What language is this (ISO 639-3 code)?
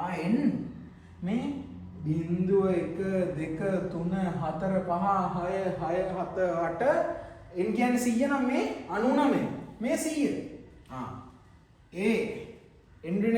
sin